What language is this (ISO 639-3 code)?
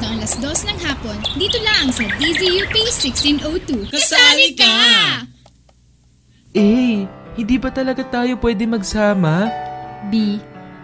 fil